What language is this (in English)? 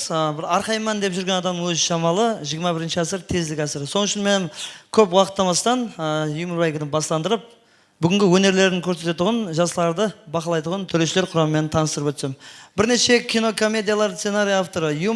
Kara-Kalpak